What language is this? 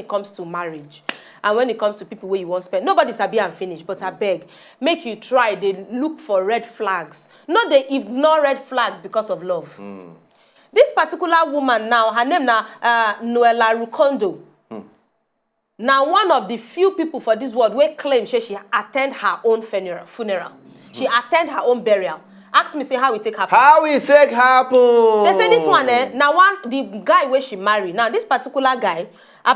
Nigerian Pidgin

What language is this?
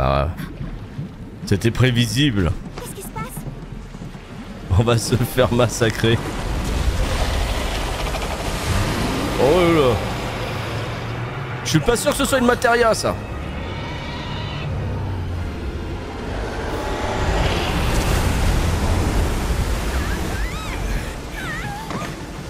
French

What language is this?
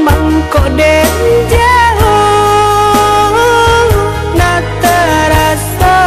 Minangkabau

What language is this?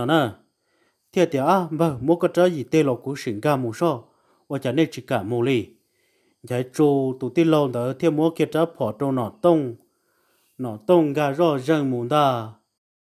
Vietnamese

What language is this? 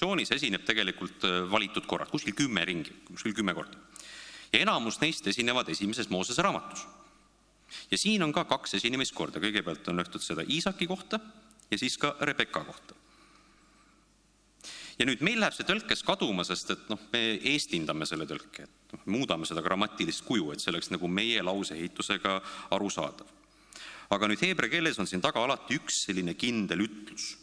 Estonian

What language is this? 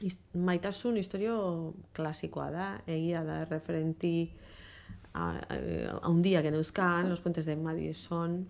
Basque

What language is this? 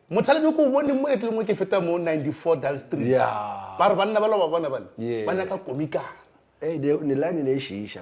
Northern Sotho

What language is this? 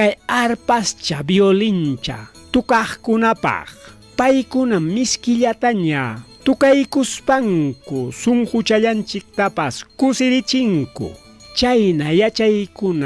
Ayacucho Quechua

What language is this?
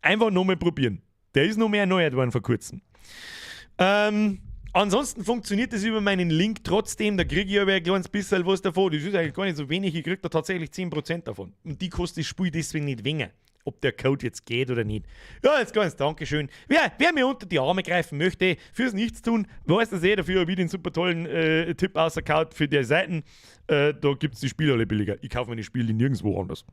Bavarian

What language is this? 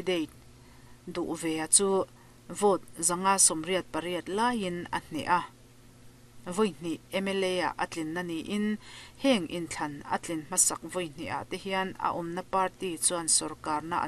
Mizo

